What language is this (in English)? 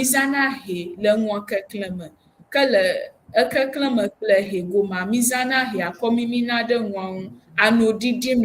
Ewe